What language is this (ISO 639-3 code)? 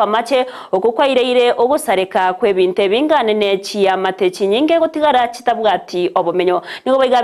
guz